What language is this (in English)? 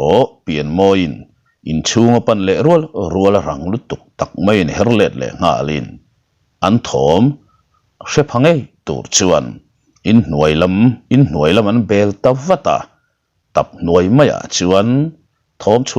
Mizo